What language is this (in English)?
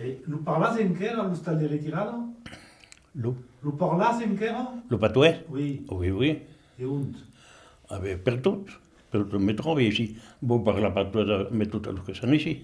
Occitan